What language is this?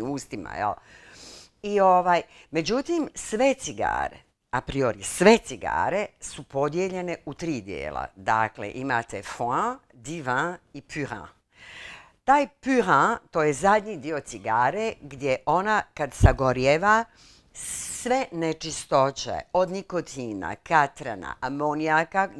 Bosnian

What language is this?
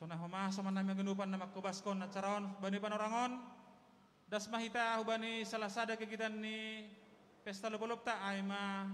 Batak Simalungun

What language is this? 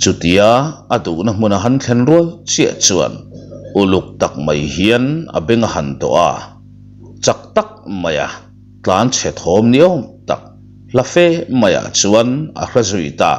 Mizo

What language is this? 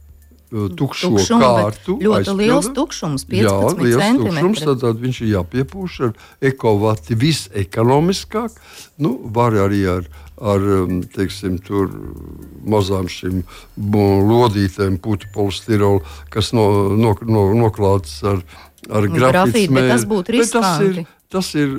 Latvian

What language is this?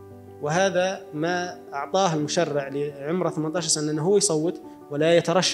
Arabic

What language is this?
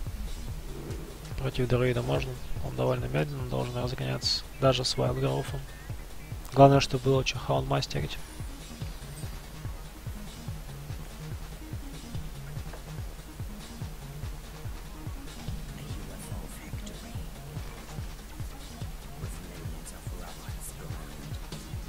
Russian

